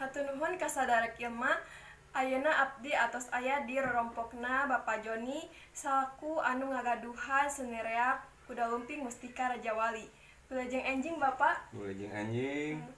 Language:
Sundanese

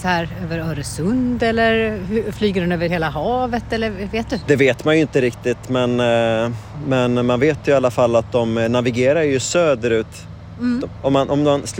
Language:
Swedish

